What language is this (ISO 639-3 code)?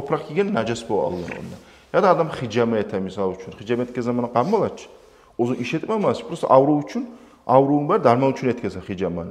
kum